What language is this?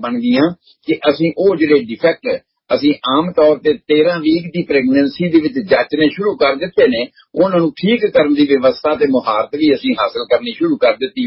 Punjabi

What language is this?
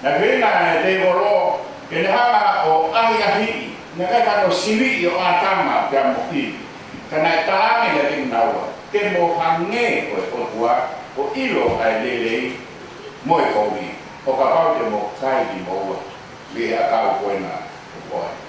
Tongan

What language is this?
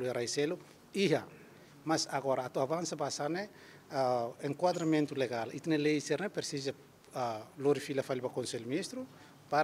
Tetum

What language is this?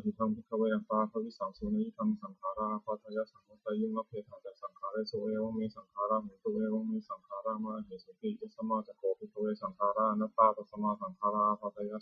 Pali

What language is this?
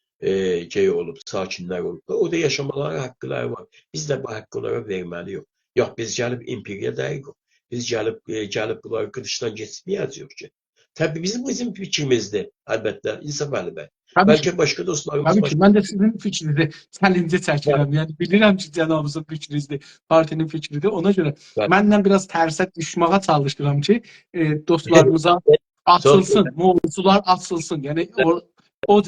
South Azerbaijani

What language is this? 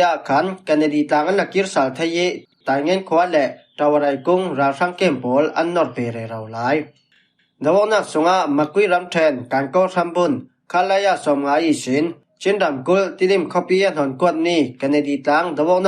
Falam Chin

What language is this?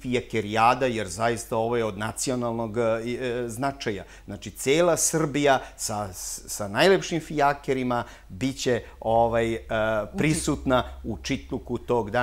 Serbian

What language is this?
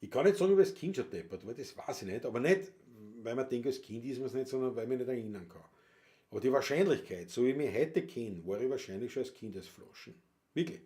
Bavarian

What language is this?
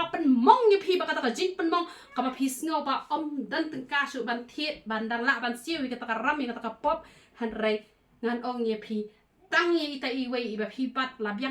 Khasi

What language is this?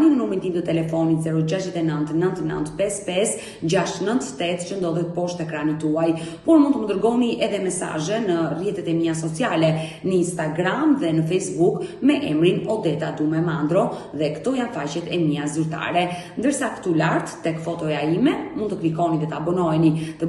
Albanian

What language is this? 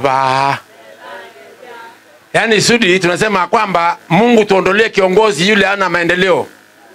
Swahili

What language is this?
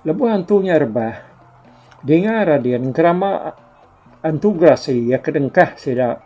Iban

